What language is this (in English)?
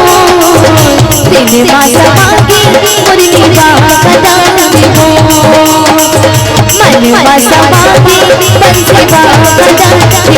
Chhattisgarhi